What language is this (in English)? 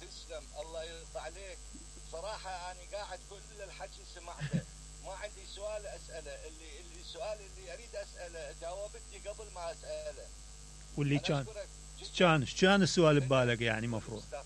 Mesopotamian Arabic